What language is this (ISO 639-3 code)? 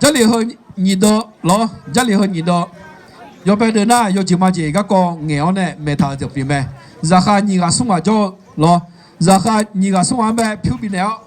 ahk